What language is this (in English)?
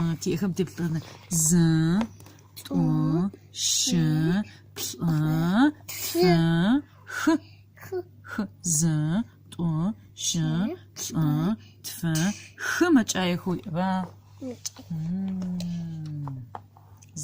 Adyghe